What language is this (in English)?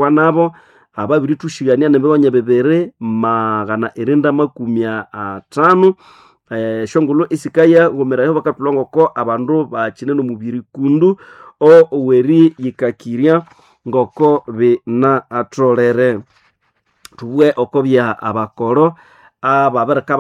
Nande